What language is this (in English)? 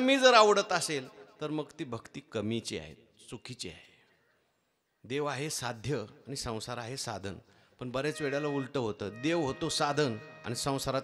Marathi